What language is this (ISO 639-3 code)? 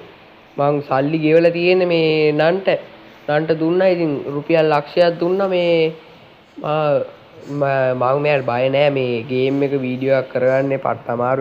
sin